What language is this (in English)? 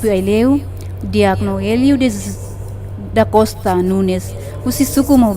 Tetum